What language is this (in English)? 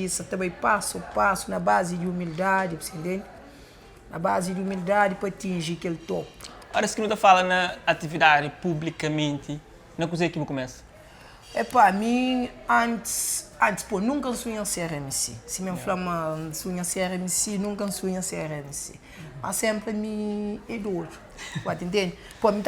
Kabuverdianu